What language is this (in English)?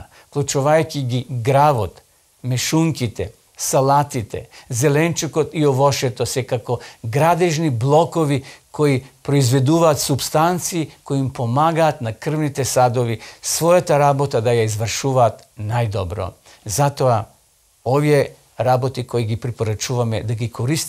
Macedonian